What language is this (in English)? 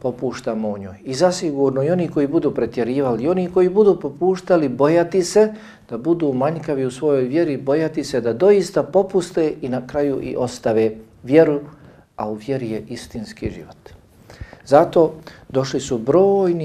Bosnian